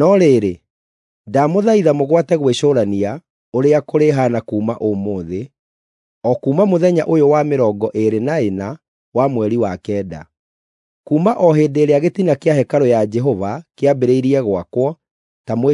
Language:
Kikuyu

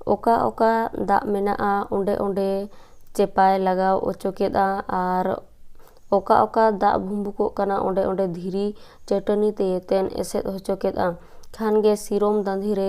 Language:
Santali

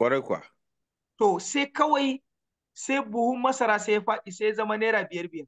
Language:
Hausa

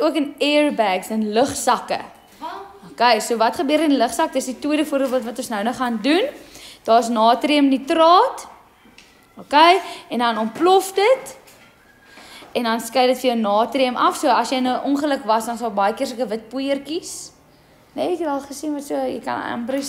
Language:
Afrikaans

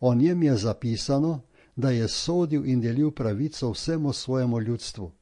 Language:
Slovenian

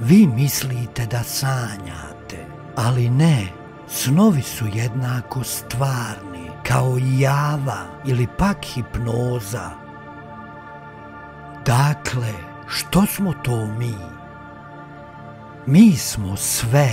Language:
Croatian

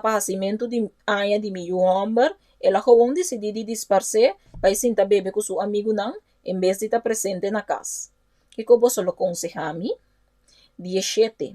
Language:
Papiamento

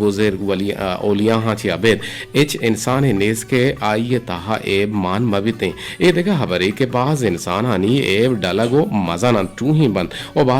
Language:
Eastern Balochi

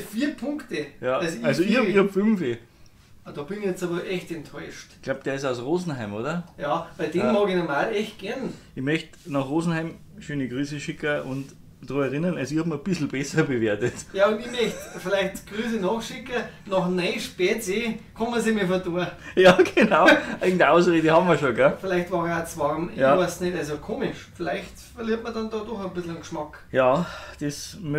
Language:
Bavarian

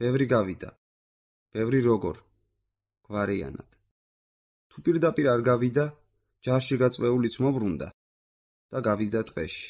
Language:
Georgian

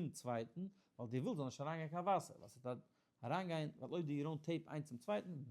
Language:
Yiddish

